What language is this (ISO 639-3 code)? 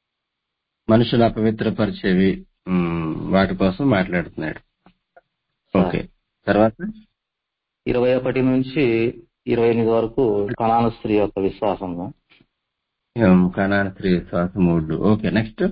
tel